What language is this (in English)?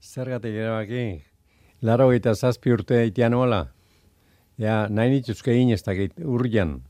Basque